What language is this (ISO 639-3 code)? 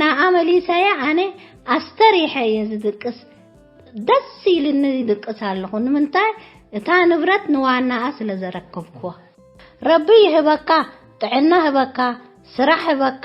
tir